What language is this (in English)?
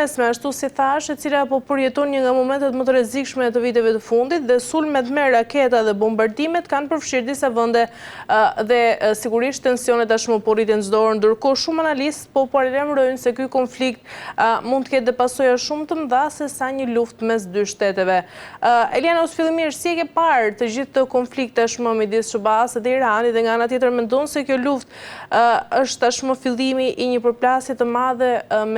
Albanian